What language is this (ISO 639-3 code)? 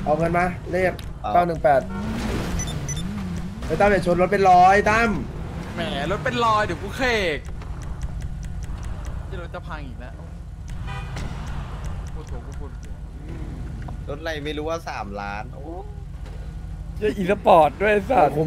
tha